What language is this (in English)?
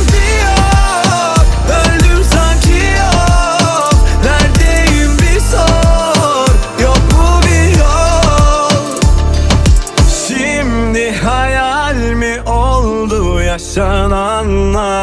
Turkish